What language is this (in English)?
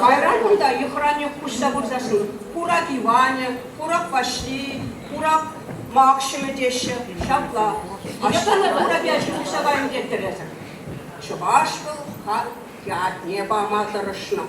Chuvash